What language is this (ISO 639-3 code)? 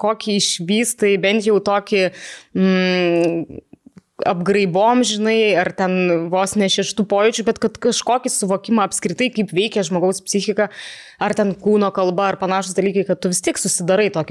lit